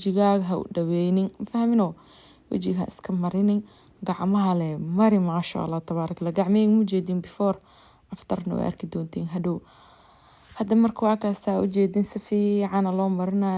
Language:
Somali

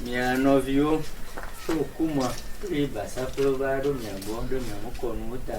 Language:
Ewe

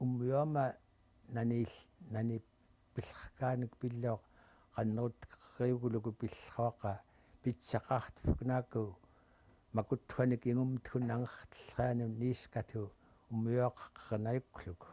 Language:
Central Yupik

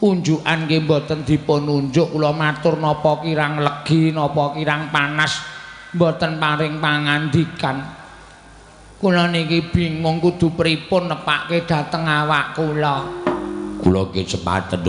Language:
Javanese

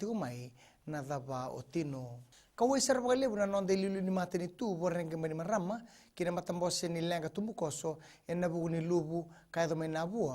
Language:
Fijian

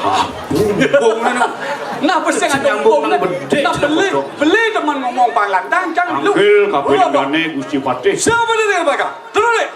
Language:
Balinese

